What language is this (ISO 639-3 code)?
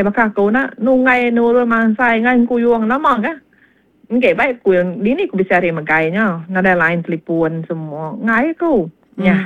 iba